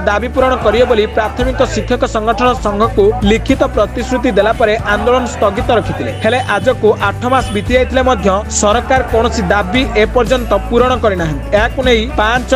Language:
Odia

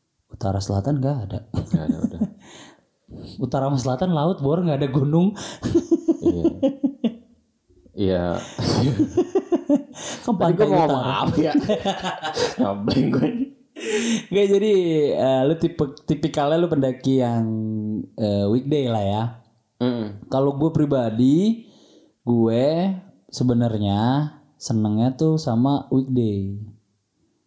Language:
Indonesian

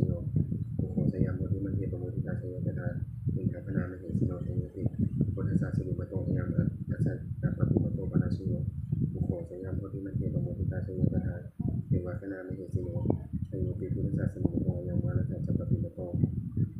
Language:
Pali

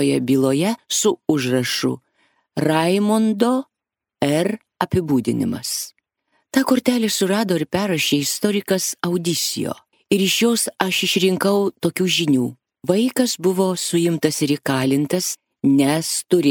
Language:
Lithuanian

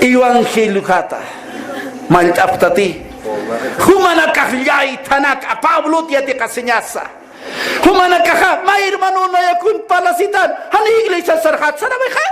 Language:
Aymara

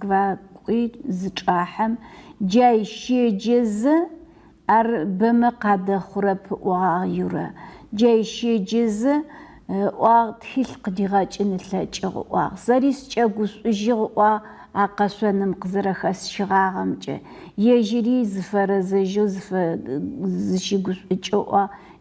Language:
Adyghe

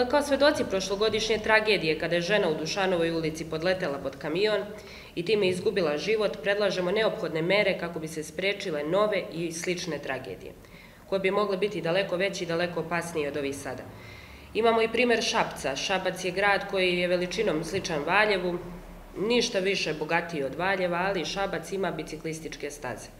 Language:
Serbian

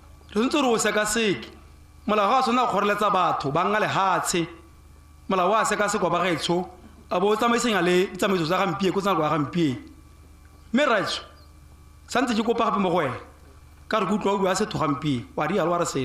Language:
Tswana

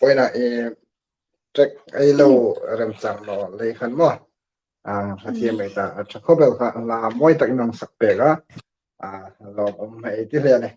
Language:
Hmar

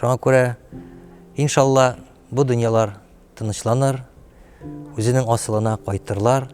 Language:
Tatar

